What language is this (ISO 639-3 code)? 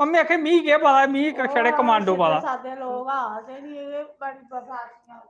doi